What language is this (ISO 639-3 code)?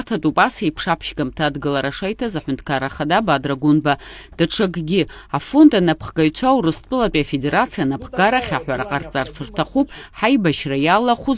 abk